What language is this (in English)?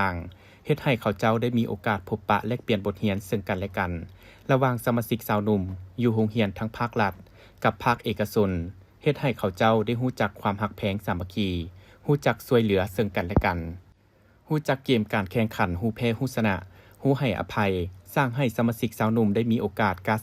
Lao